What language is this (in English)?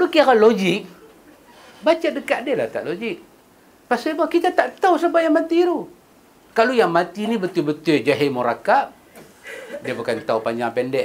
Malay